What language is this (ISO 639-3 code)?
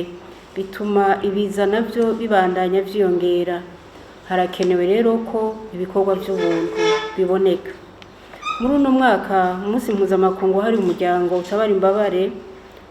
run